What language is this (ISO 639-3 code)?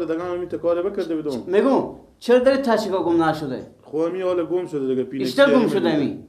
fas